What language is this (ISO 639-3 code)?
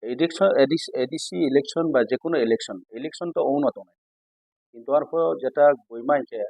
ria